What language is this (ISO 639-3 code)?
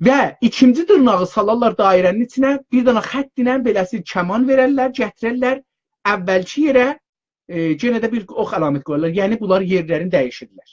azb